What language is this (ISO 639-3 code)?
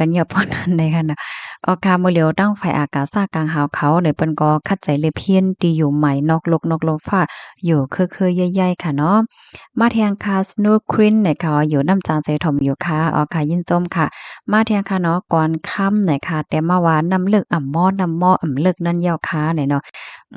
shn